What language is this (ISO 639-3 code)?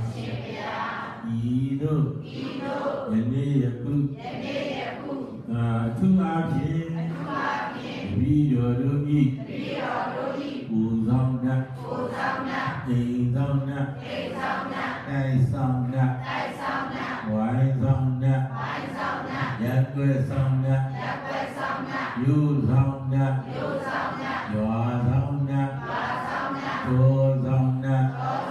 mya